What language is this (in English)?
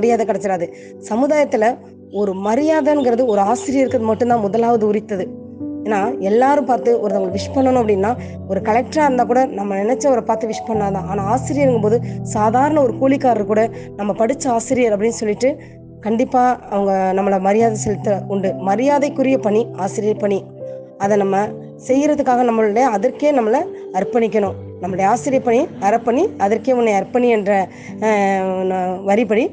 Tamil